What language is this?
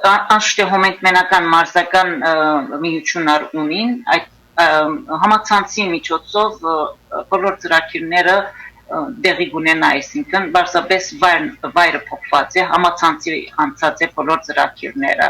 Western Armenian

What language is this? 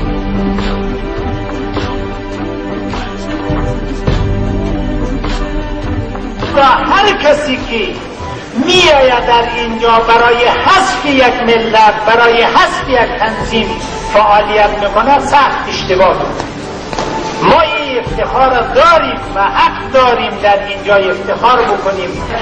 Persian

